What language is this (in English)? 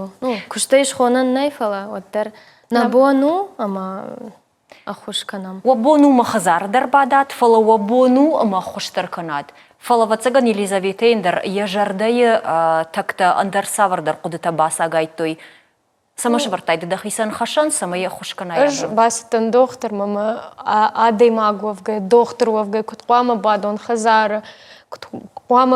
Ossetic